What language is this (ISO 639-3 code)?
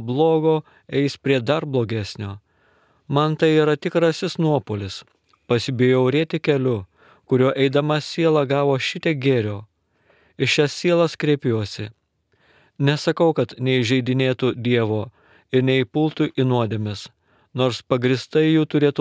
lit